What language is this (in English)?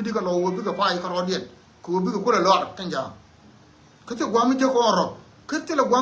Nuer